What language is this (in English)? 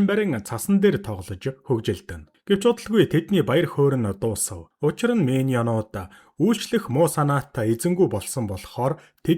Mongolian